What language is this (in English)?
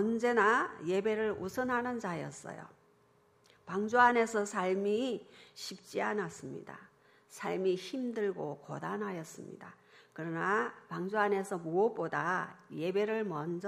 Korean